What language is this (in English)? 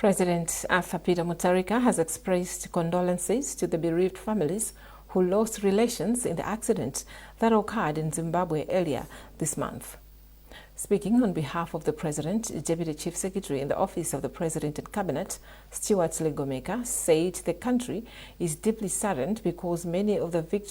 English